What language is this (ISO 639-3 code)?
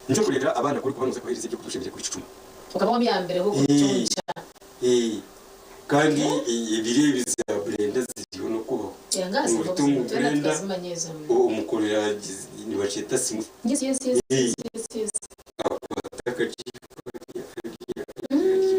nyn